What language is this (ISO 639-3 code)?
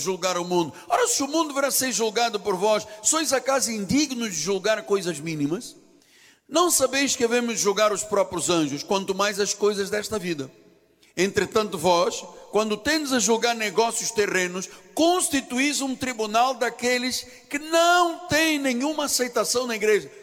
por